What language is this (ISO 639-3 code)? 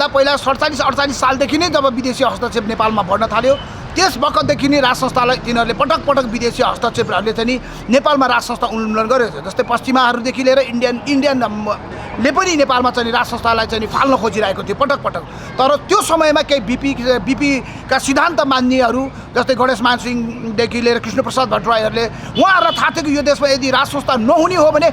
nep